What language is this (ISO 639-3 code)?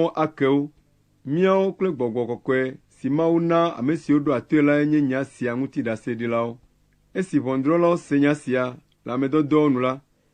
ewe